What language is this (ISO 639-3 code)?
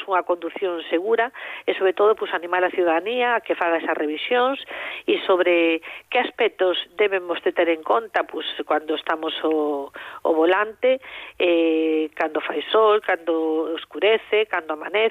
glg